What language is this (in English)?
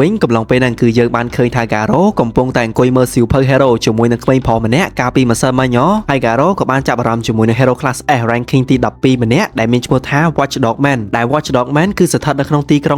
Khmer